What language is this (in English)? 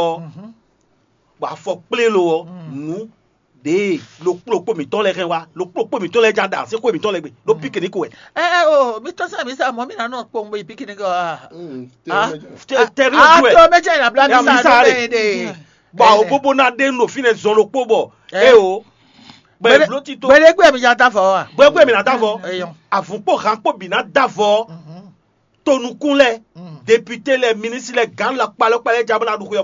Fon